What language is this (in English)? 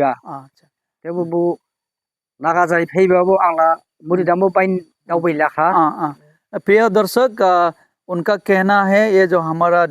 Dimasa